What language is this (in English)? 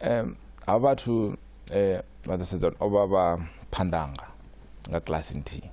Venda